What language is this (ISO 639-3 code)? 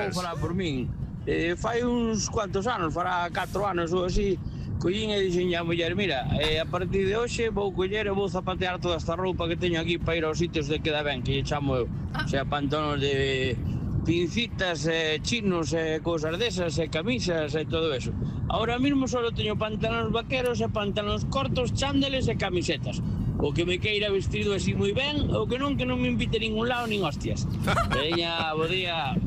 glg